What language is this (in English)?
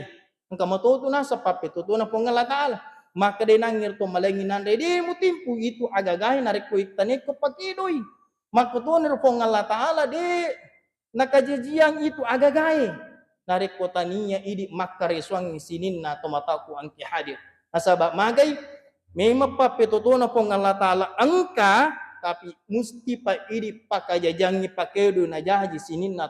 Buginese